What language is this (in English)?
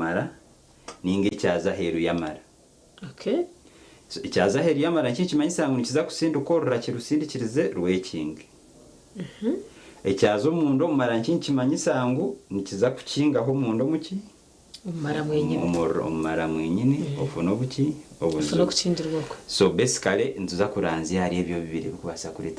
Nyankole